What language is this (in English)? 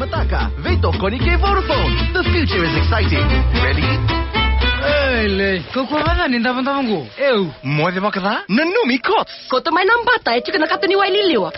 Fijian